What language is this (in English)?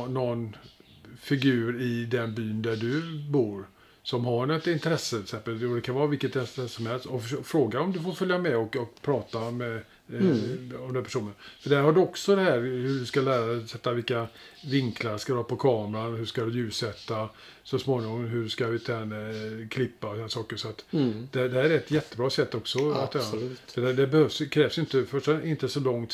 Swedish